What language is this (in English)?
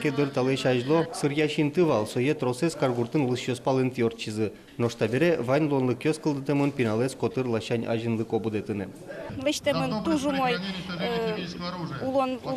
Udmurt